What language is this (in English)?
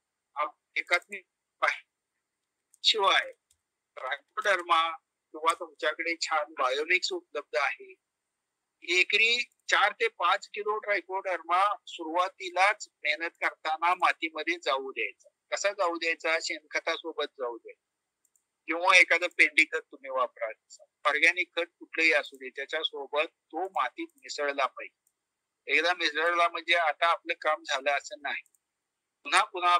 Marathi